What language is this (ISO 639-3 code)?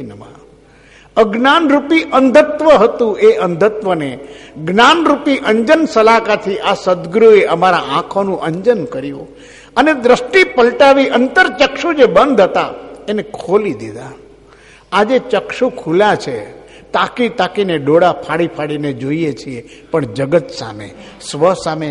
guj